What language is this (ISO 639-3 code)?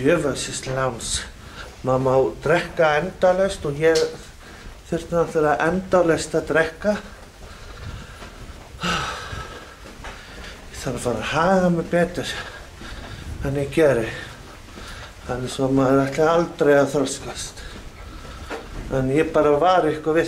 isl